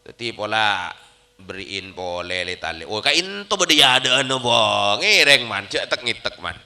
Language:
Madurese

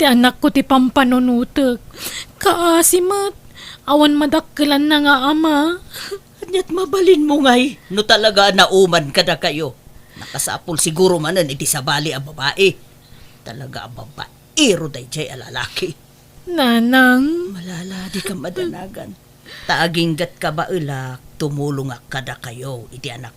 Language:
Iloko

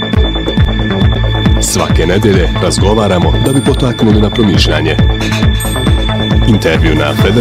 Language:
Bosnian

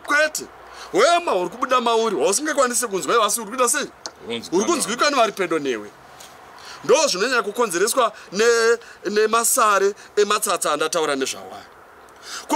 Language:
Shona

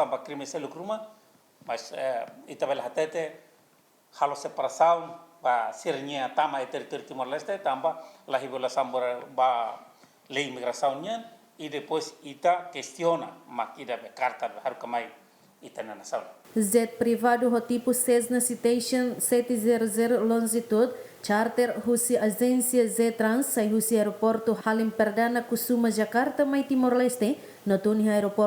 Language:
Tetum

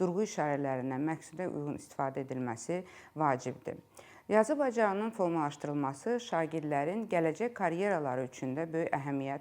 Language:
Azerbaijani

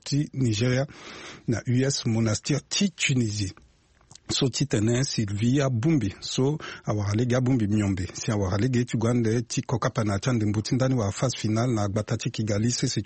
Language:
Sango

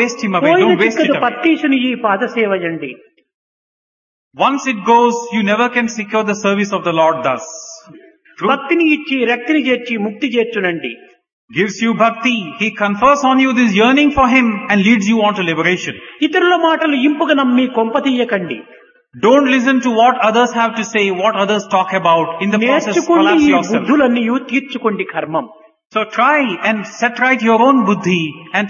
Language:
Telugu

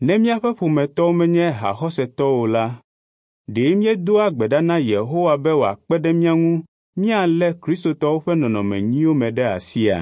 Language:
Ewe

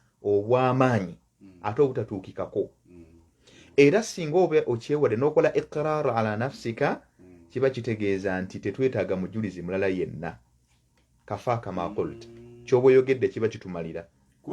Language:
Ganda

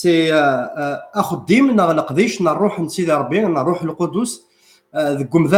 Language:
Kabyle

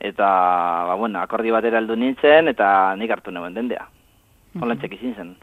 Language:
Basque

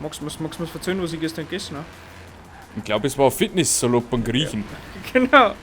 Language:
Bavarian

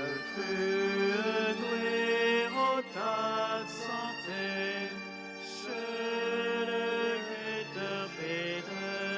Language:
Breton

